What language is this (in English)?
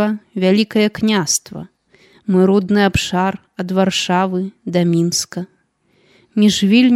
Belarusian